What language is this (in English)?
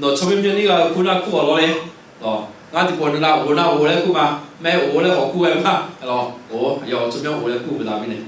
Akha